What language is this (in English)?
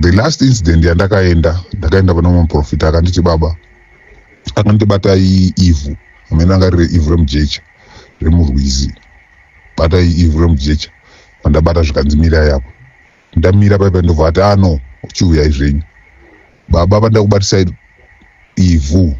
Shona